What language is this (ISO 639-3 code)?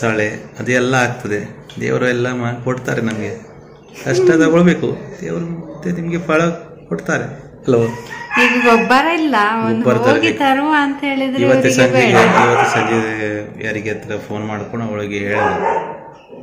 kan